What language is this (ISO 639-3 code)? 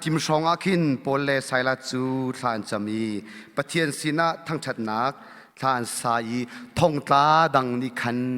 cnh